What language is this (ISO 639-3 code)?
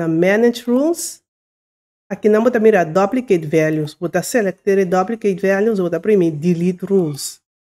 pap